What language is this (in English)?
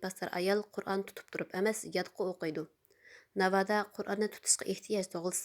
Uyghur